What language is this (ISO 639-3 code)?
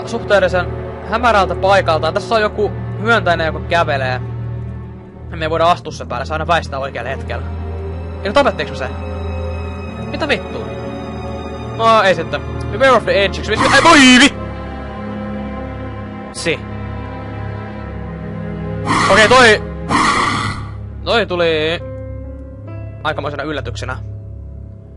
fin